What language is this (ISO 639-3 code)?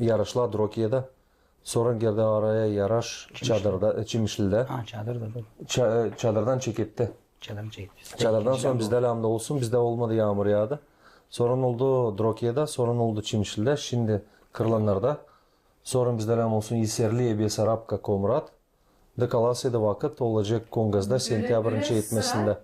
gag